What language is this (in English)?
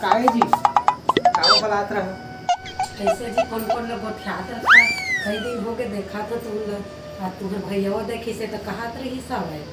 Chhattisgarhi